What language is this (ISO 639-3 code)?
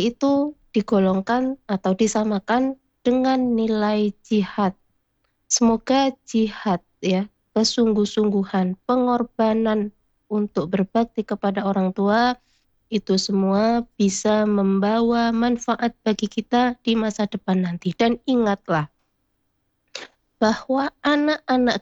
ind